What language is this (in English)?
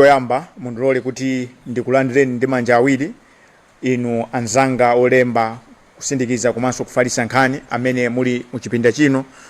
Nyanja